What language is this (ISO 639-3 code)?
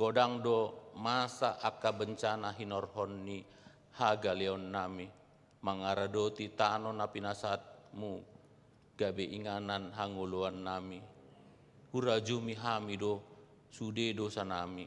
bbc